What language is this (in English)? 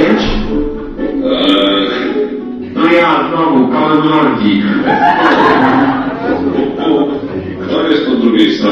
Polish